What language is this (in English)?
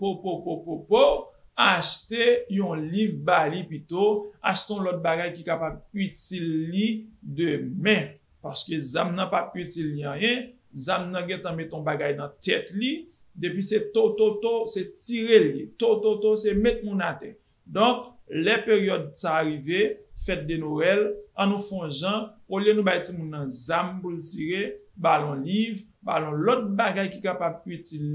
Haitian Creole